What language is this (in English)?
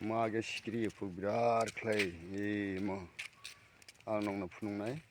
Kok Borok